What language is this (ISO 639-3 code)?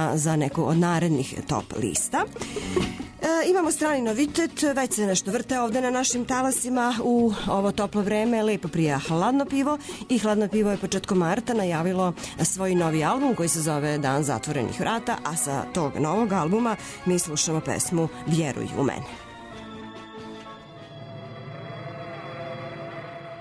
srp